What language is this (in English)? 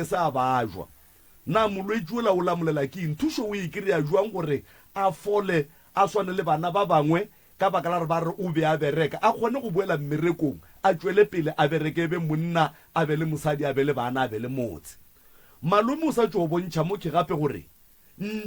Northern Sotho